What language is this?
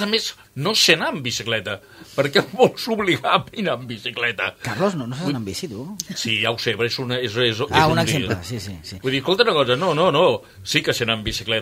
Catalan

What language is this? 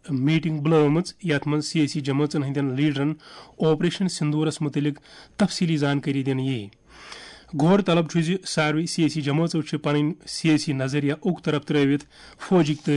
Kashmiri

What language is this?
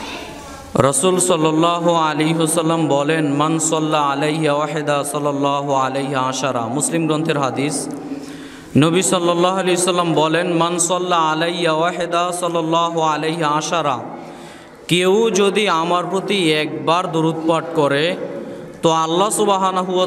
Bangla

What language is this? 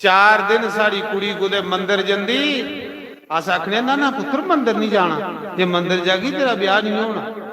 Dogri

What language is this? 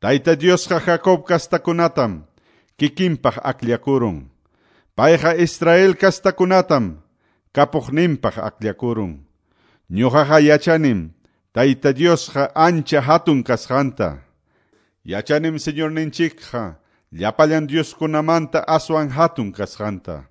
Quechua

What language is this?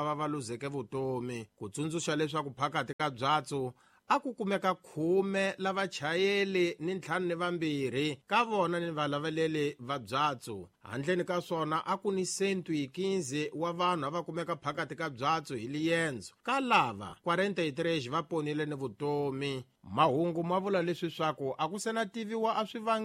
Tsonga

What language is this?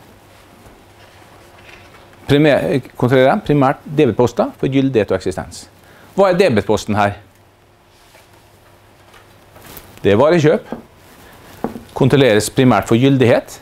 Norwegian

